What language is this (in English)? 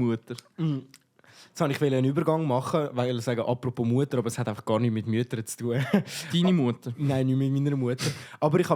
Swiss German